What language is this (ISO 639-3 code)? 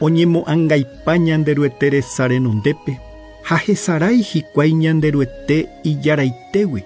grn